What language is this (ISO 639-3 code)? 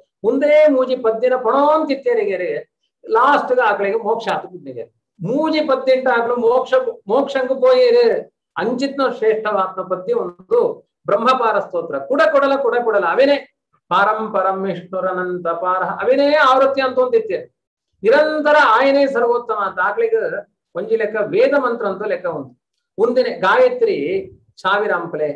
tcy